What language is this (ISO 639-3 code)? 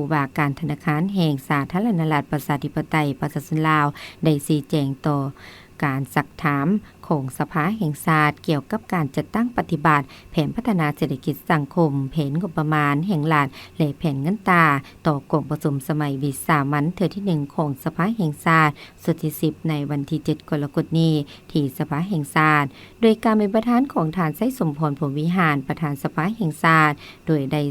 lao